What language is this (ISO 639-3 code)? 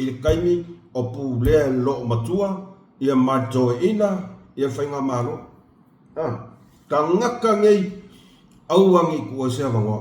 smo